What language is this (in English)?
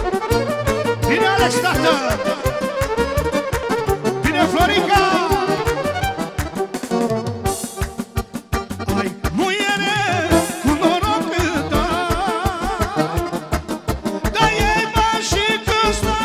Romanian